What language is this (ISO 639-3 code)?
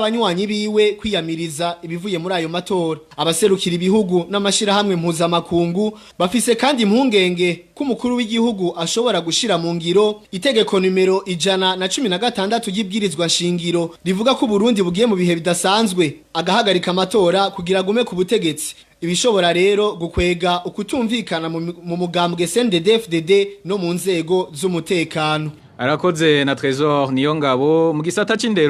run